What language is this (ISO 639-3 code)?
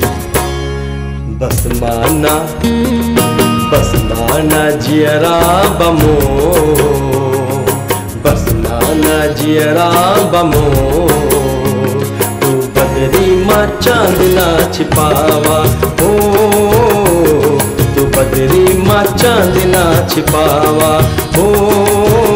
bho